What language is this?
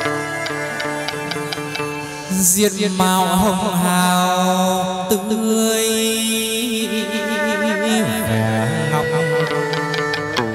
Vietnamese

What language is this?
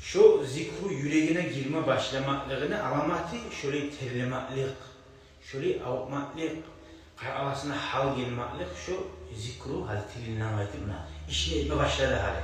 Kumyk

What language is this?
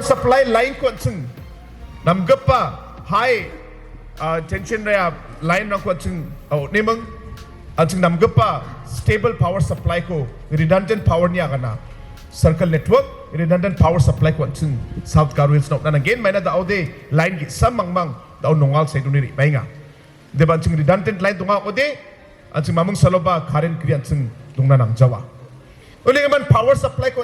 Garo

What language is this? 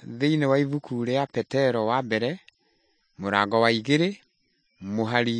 Kikuyu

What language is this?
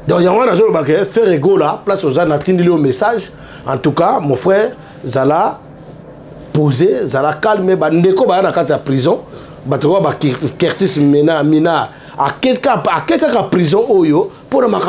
Lingala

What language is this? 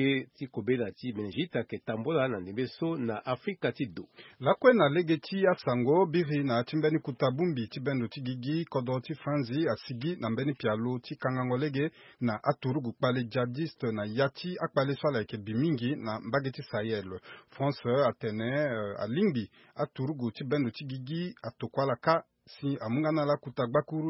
Sango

